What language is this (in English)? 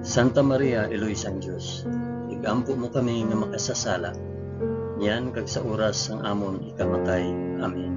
Hiligaynon